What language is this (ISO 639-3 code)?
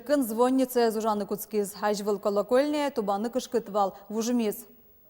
udm